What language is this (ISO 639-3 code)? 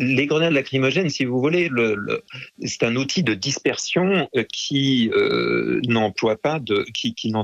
fra